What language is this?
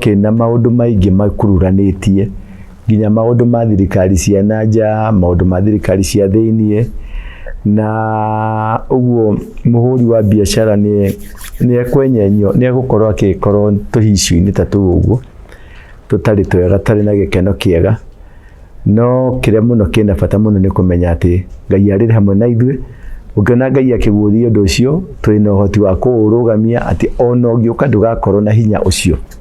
Kikuyu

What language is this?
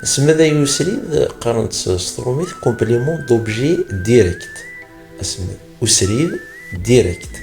Kabyle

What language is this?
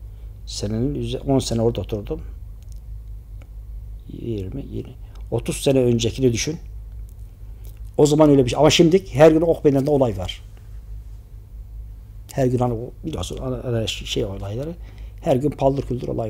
Turkish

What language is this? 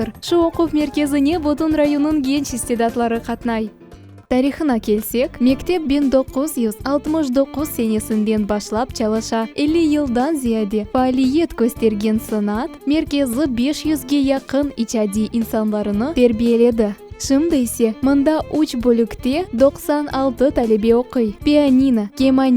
Crimean Tatar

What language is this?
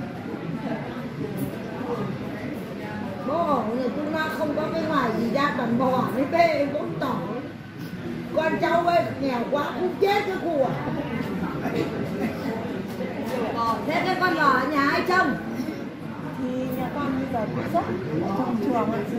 Vietnamese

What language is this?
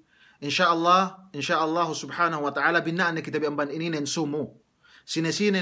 Yakan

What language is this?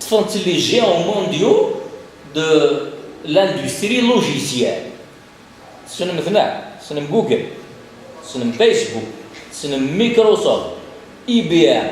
Kabyle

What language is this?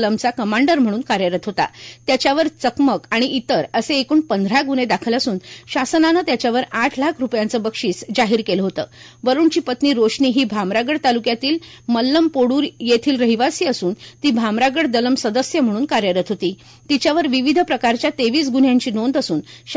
Marathi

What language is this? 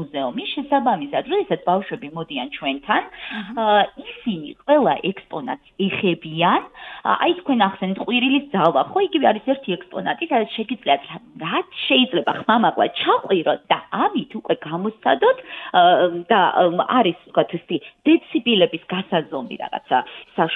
Georgian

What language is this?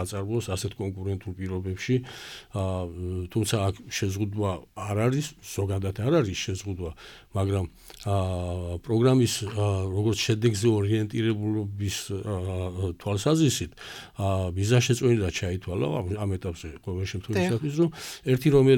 Georgian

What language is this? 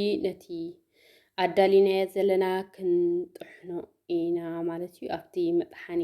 Tigrinya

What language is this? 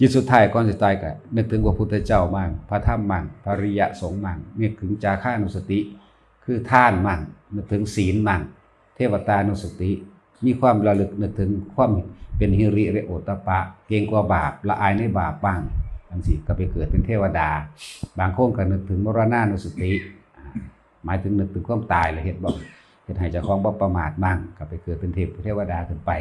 Northeastern Thai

